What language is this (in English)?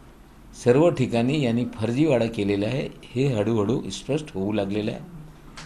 Marathi